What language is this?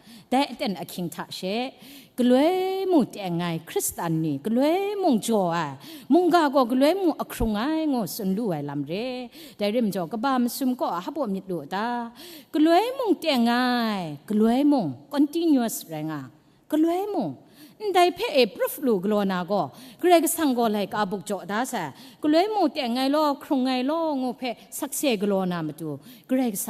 Kachin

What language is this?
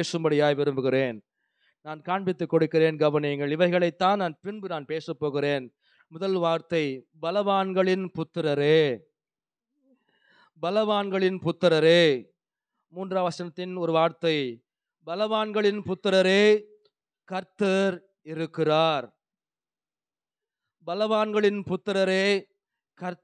Tamil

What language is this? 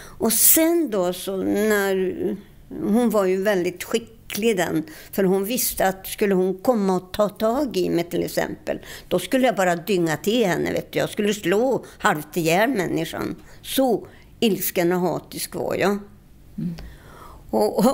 Swedish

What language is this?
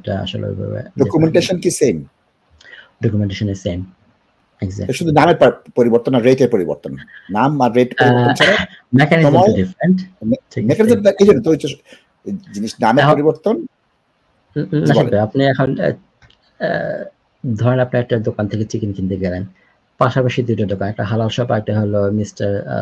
Bangla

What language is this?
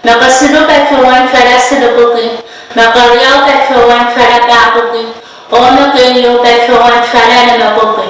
Pohnpeian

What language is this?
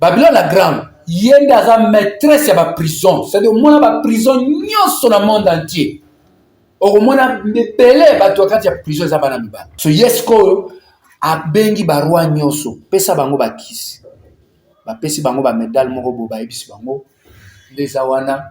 Lingala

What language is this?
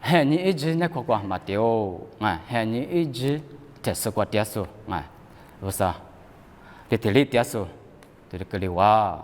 Lisu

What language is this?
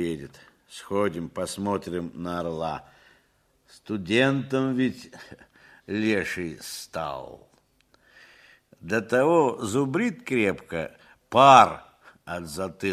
Russian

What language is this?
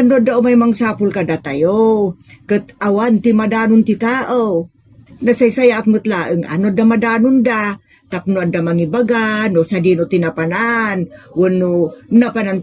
Iloko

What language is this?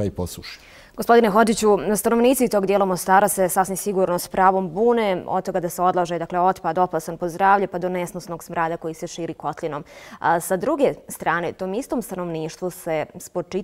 Bosnian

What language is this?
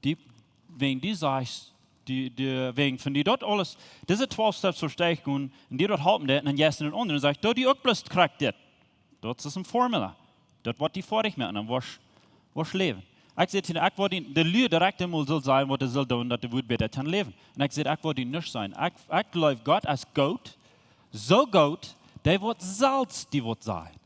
Plautdietsch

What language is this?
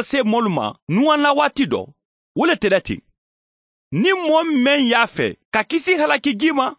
Mandingo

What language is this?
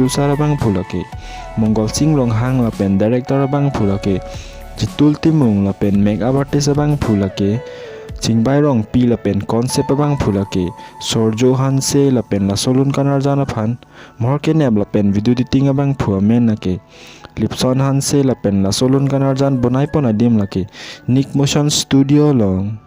Karbi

